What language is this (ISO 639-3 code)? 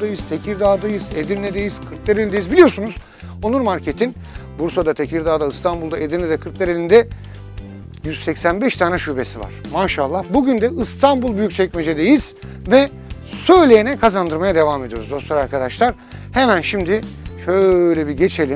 tur